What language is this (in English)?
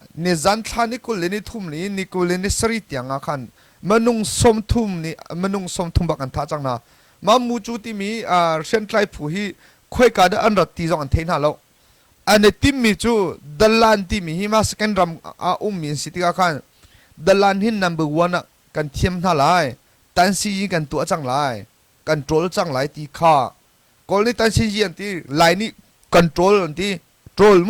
Hakha Chin